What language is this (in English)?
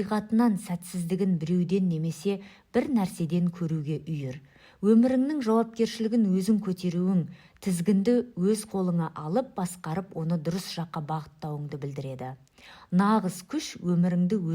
Kazakh